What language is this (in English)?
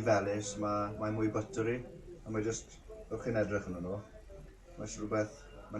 Welsh